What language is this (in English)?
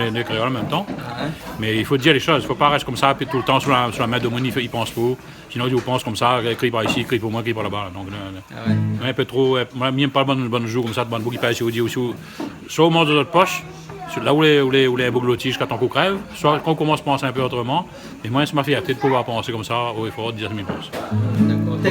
Réunion Creole French